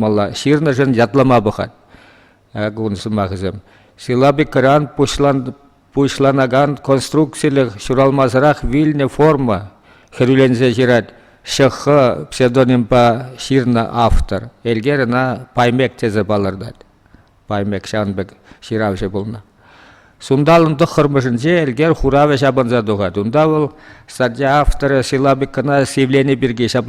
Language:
Chuvash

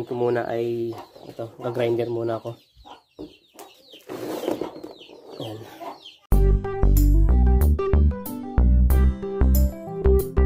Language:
Filipino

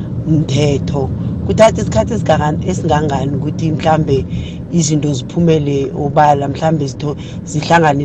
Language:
South Ndebele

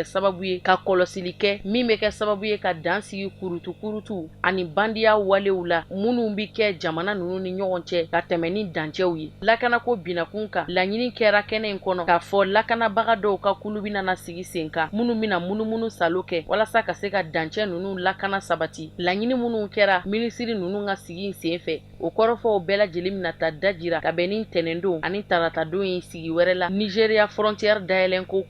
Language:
Bambara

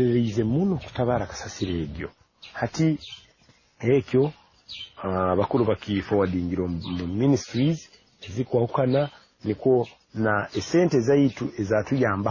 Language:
Nyoro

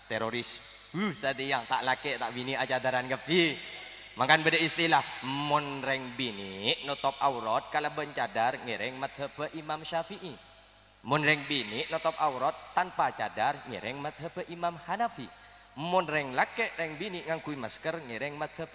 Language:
Madurese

